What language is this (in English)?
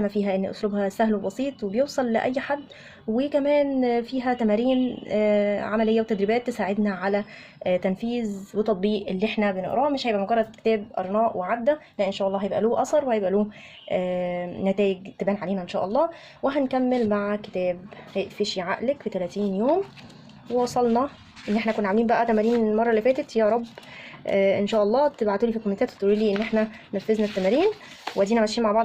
Egyptian Arabic